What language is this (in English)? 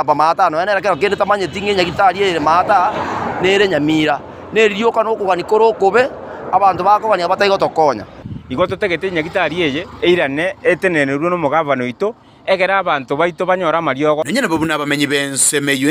Gusii